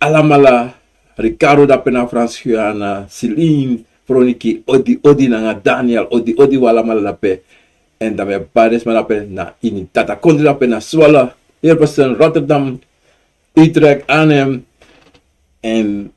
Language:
Sranan Tongo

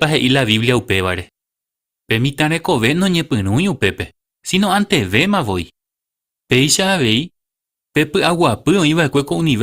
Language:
Guarani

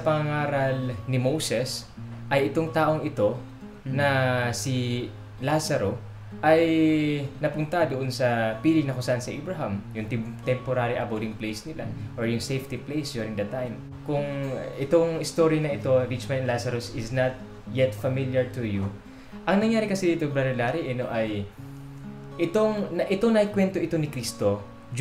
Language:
Filipino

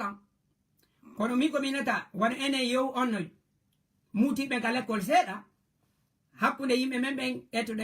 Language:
Fula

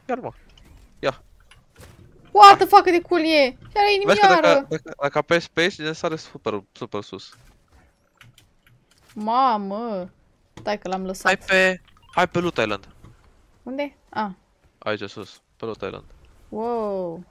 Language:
Romanian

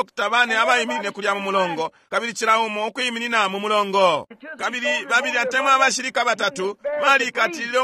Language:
Bemba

